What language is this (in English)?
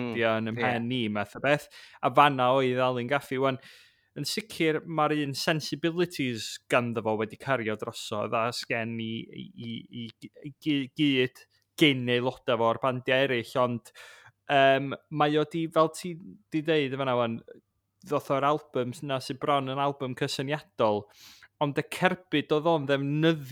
Welsh